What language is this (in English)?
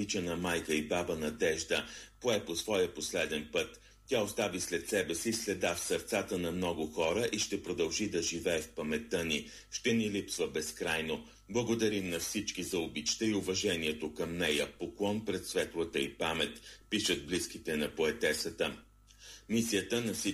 Bulgarian